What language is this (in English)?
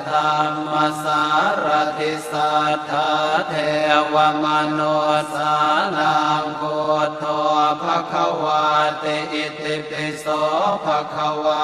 Pali